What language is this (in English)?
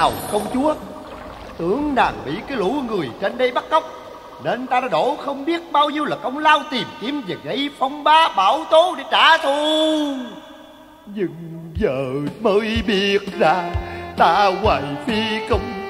Vietnamese